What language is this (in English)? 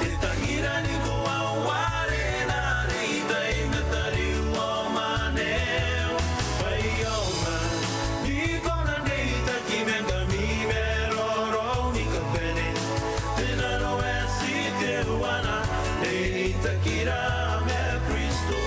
Gilbertese